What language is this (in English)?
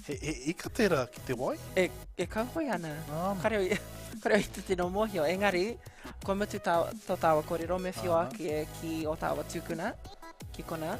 Māori